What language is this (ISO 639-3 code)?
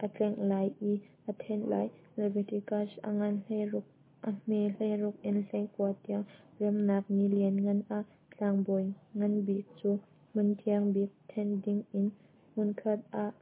cnh